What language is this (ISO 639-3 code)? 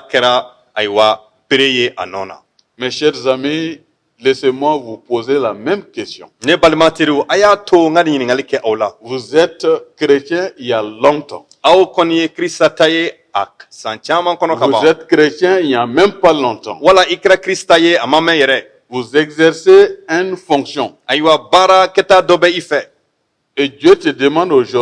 bam